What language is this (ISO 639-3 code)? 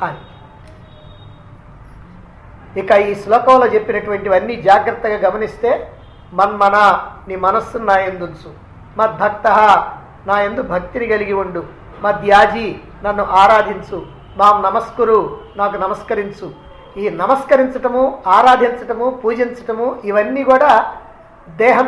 tel